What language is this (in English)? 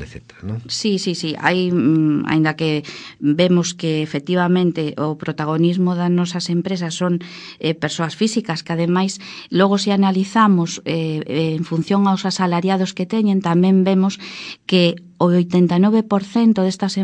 Galician